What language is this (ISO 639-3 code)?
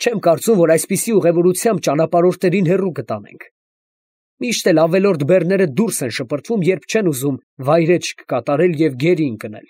hye